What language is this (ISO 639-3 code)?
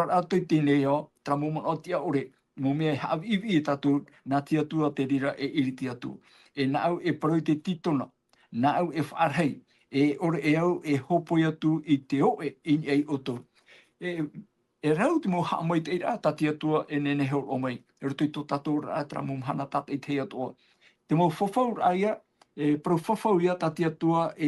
tah